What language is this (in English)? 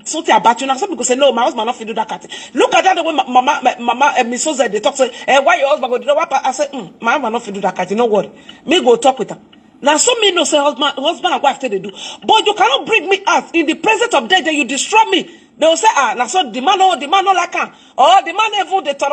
Nigerian Pidgin